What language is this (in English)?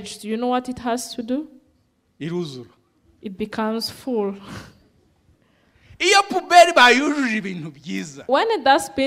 Kinyarwanda